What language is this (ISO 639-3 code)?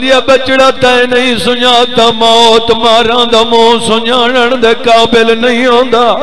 skr